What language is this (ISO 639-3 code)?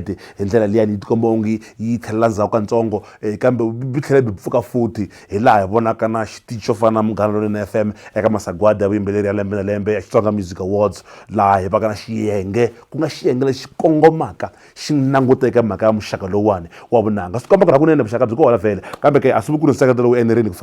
tso